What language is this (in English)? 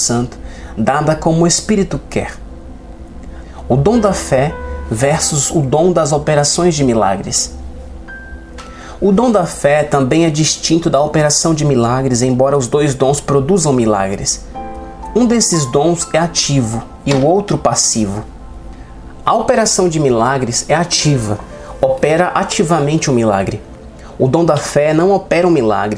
Portuguese